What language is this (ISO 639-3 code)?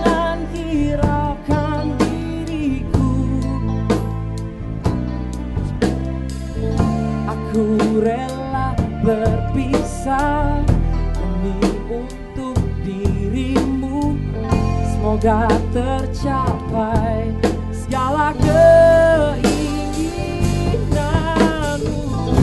ind